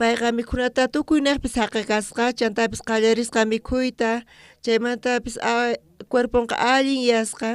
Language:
South Bolivian Quechua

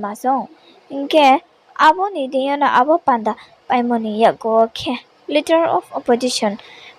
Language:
Riang (India)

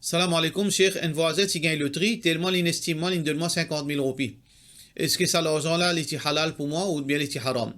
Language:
Morisyen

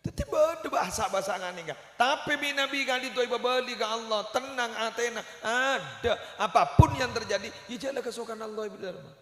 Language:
Madurese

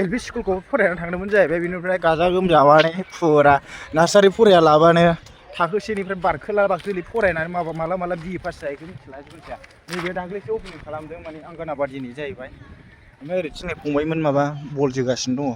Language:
Bodo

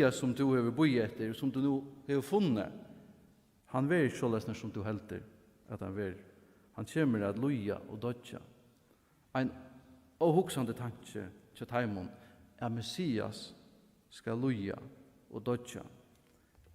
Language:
Faroese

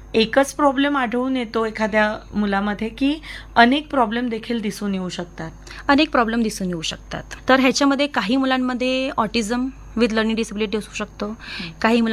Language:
Marathi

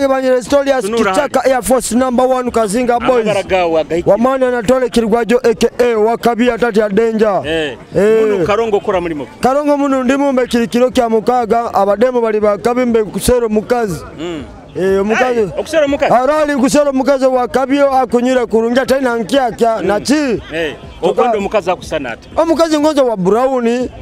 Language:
Nyoro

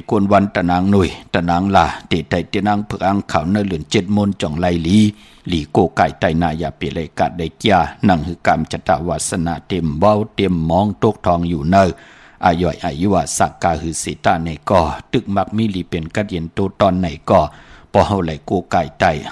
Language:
Shan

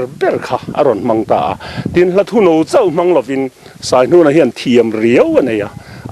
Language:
Mizo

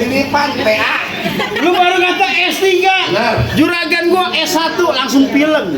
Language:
Betawi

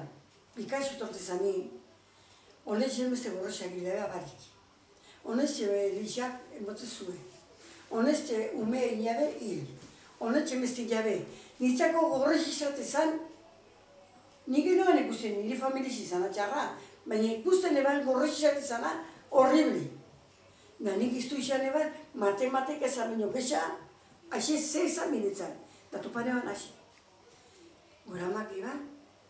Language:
Basque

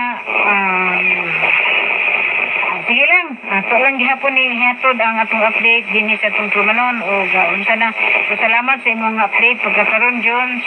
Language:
Cebuano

